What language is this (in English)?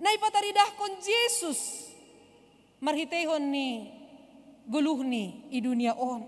Batak Simalungun